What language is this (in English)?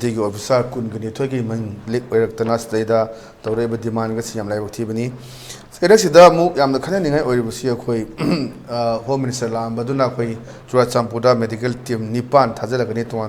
Manipuri